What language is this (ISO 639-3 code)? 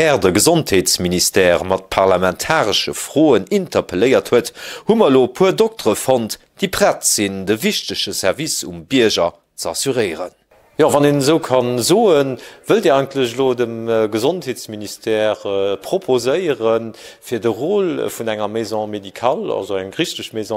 ltz